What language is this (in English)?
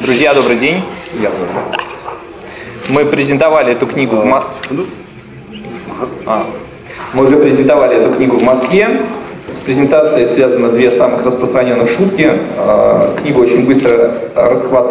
Russian